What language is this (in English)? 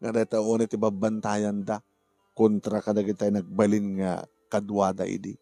Iloko